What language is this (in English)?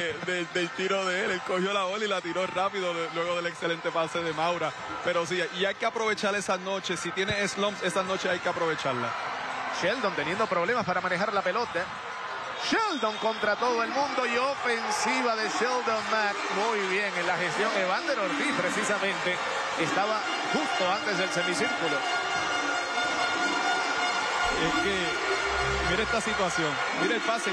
Spanish